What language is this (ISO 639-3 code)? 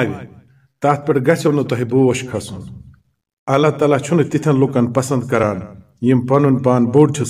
kas